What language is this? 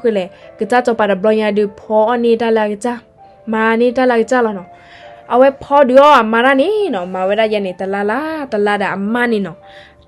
S'gaw Karen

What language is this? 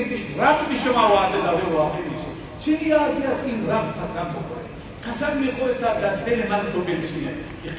Persian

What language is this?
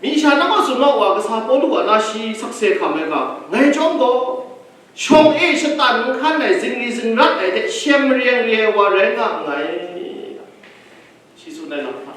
Kachin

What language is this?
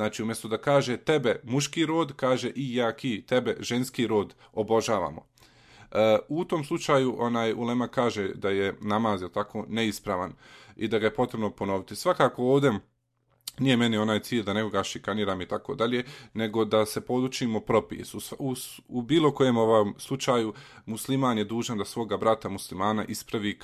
Bosnian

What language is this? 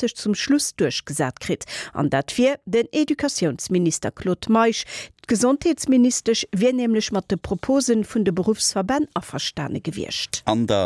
Luxembourgish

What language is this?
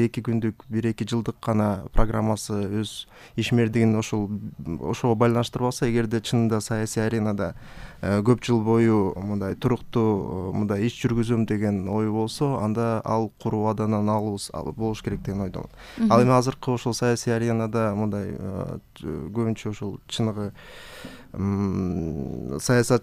Kyrgyz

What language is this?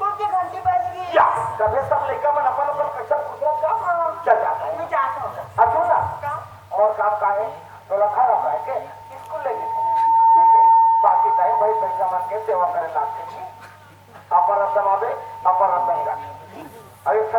Chhattisgarhi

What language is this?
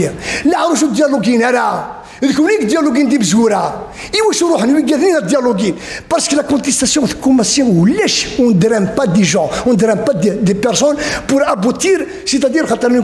Kabyle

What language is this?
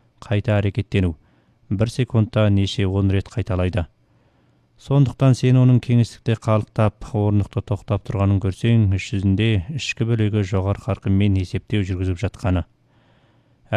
Kazakh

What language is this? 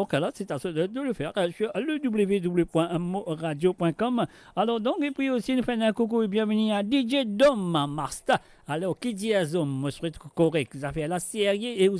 Morisyen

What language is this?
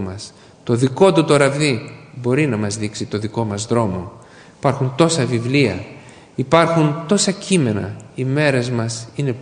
Greek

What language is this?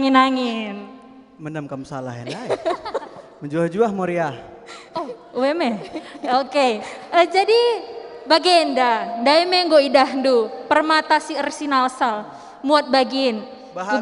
Batak Karo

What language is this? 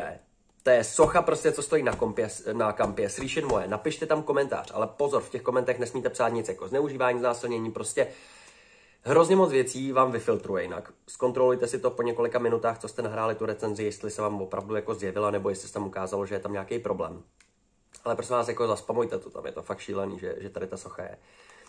Czech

